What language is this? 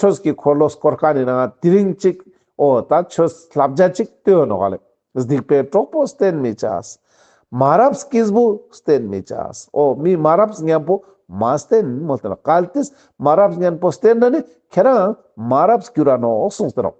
Ladakhi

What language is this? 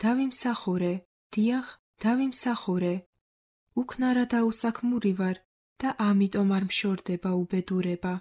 Georgian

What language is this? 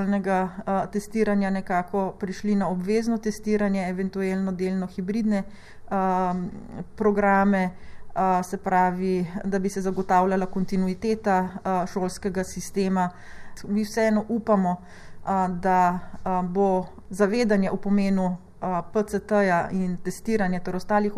Slovenian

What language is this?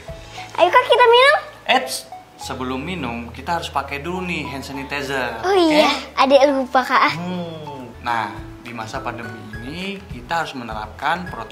Indonesian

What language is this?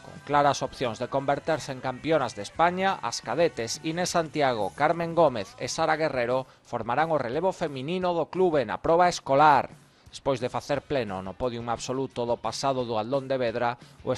Galician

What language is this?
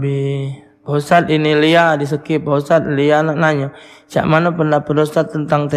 Musi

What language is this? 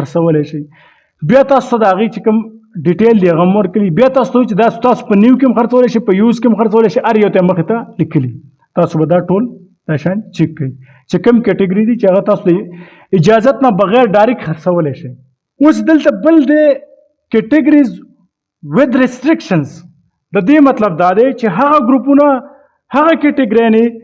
Pashto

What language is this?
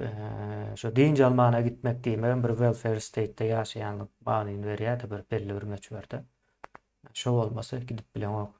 Turkmen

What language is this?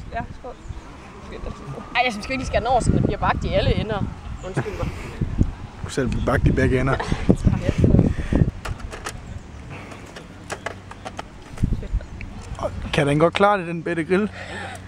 Danish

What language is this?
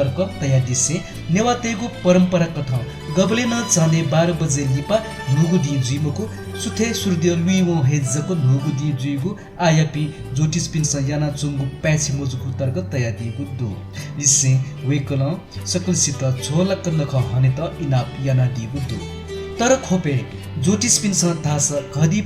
Newari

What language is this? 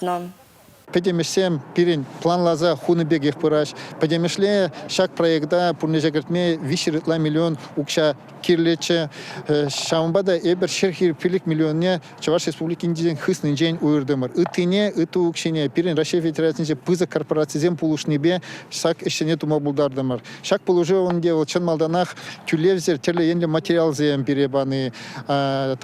Chuvash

